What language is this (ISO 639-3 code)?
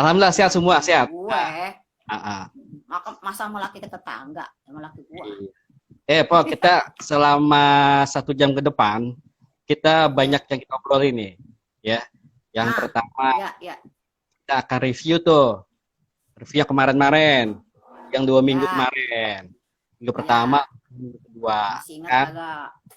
bew